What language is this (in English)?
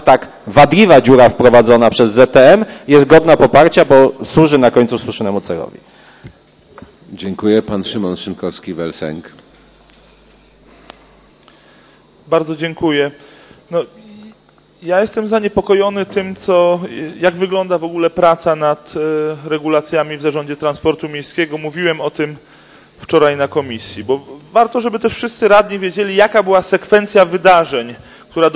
Polish